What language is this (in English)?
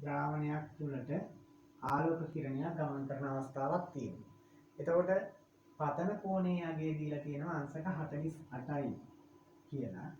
Sinhala